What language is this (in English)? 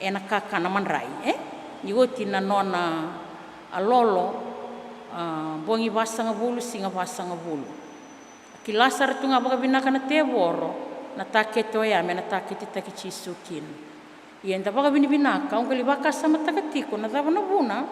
Fijian